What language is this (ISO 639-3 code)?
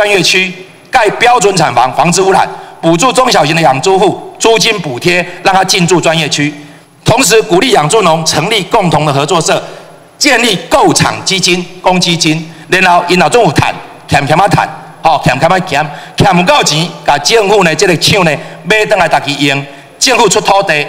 zho